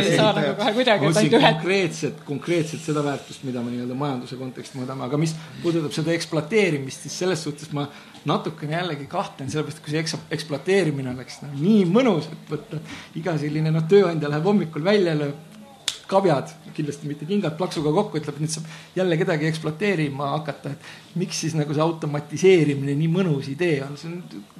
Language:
Estonian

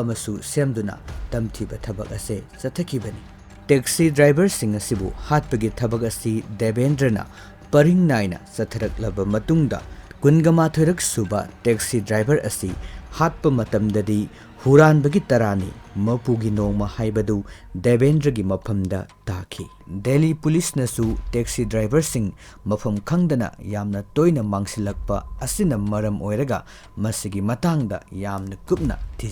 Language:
Manipuri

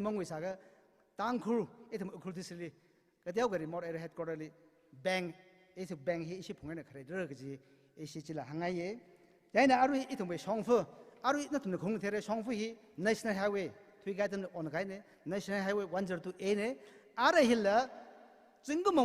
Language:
Tangkhul Naga (India)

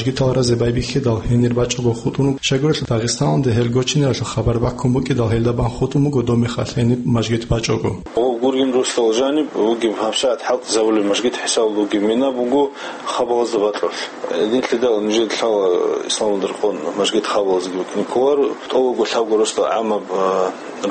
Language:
Avaric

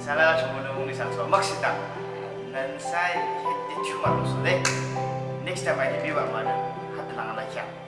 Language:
Yimchungru Naga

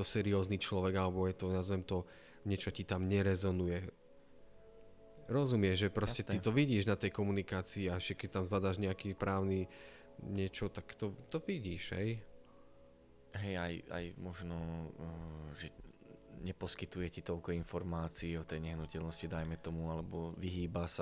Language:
Slovak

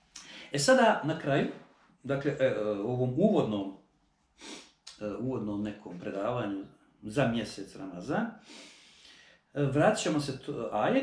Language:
Bosnian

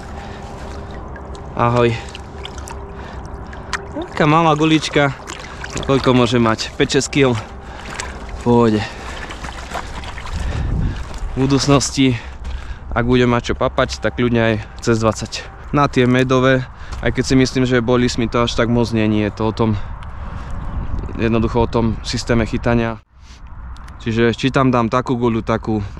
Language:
Slovak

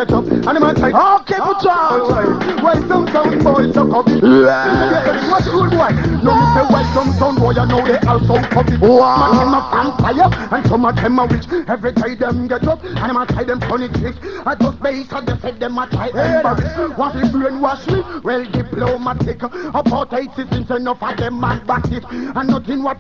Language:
Jamaican Creole English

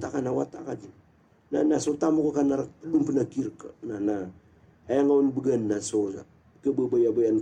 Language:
Maranao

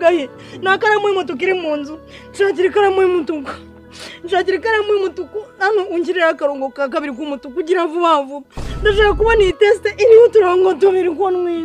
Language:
Kinyarwanda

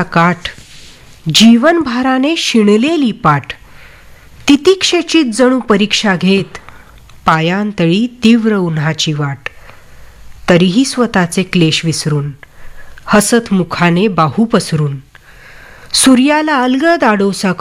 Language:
Marathi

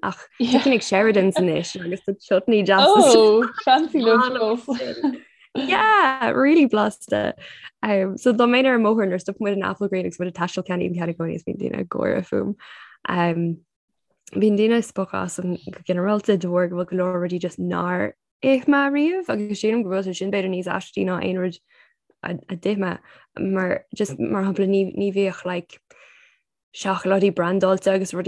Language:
Irish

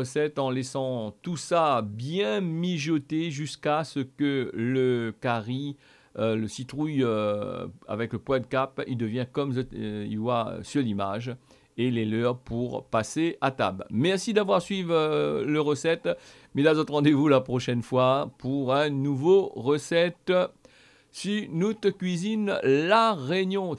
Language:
Réunion Creole French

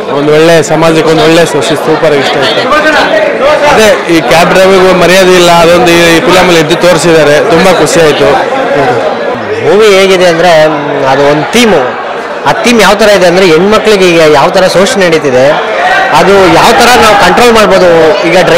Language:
Kannada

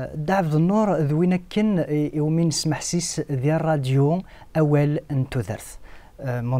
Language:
Kabyle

